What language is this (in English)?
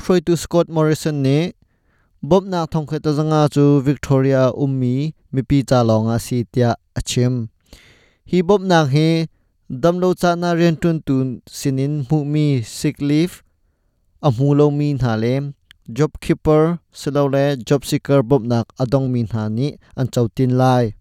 Hakha Chin